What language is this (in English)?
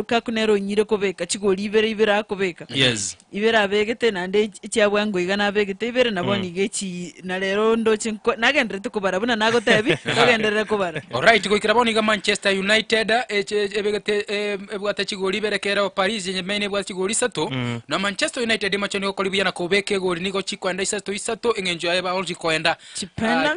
Gusii